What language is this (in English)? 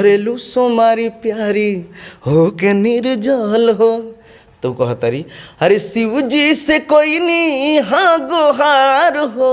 Bhojpuri